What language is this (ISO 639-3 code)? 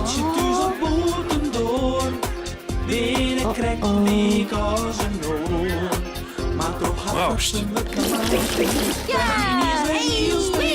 fry